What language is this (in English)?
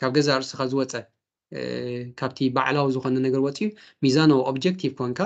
Tigrinya